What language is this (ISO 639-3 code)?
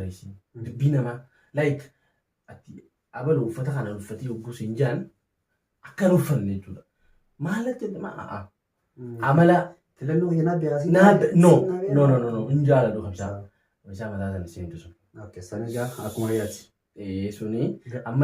orm